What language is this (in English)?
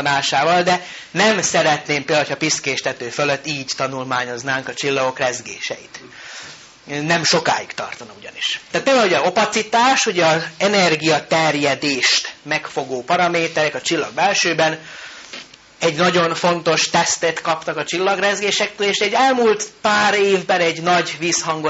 Hungarian